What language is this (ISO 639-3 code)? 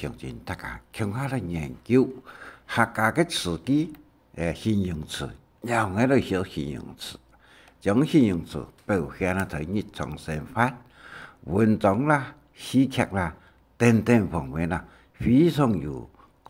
hak